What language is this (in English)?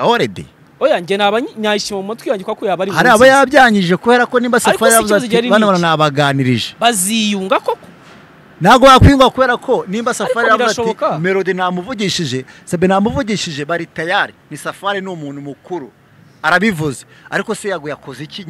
Kinyarwanda